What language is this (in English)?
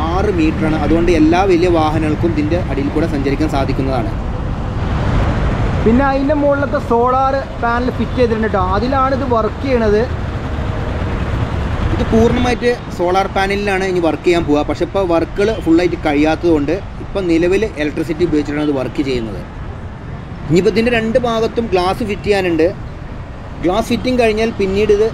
Malayalam